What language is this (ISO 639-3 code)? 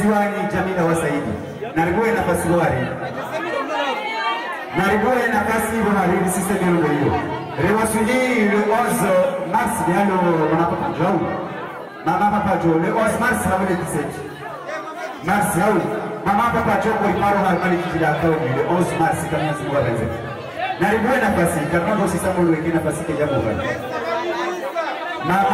swa